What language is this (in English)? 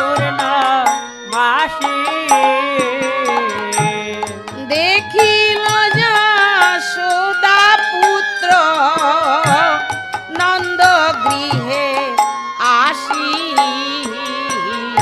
Bangla